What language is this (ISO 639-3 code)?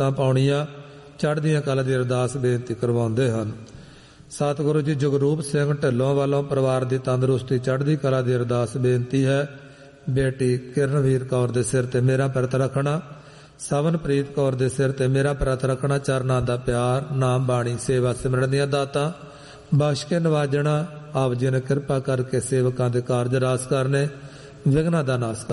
pan